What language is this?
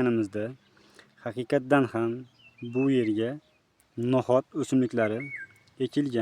Uzbek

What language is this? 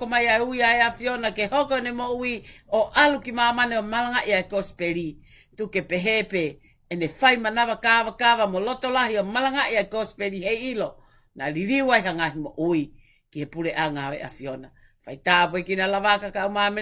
Tongan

